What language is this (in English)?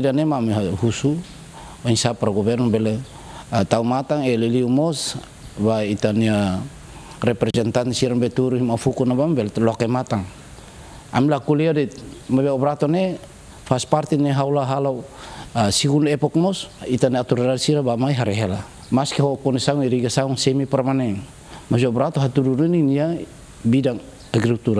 Tetum